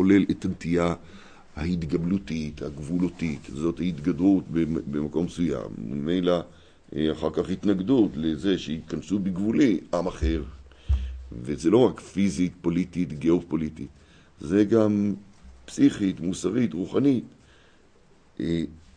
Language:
Hebrew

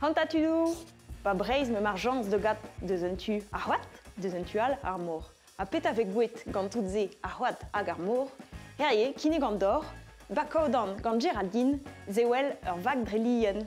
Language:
Breton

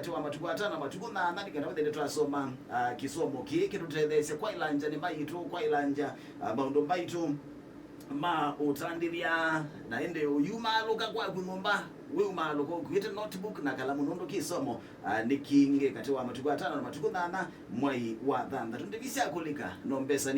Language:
Kamba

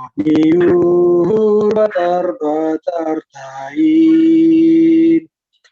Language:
Batak Simalungun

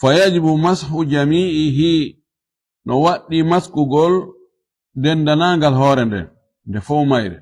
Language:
Fula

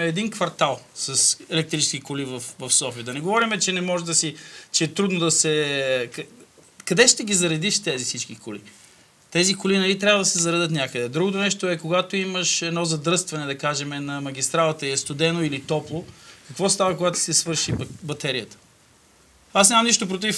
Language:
Bulgarian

